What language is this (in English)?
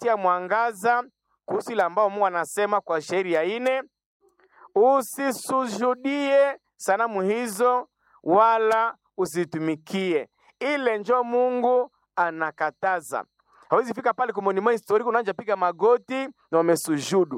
Swahili